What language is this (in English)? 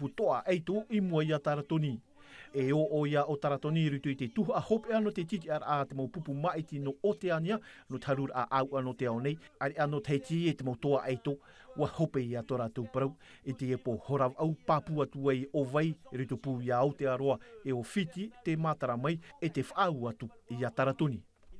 Tahitian